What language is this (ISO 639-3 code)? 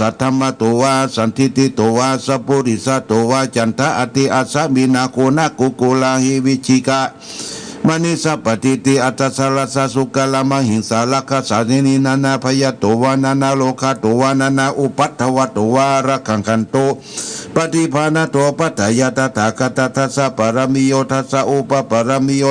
pli